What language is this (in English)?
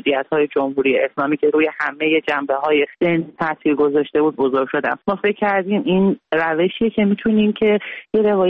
Persian